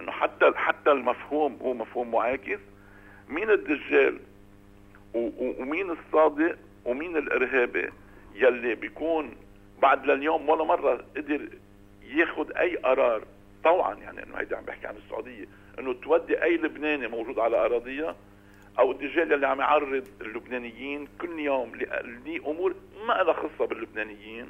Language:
North Levantine Arabic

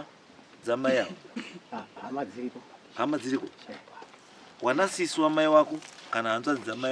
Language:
Shona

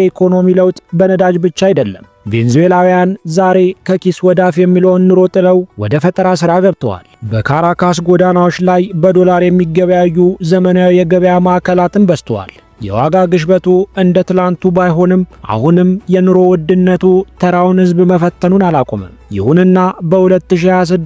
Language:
Amharic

